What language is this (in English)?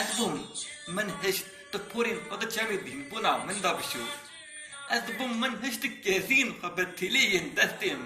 Kurdish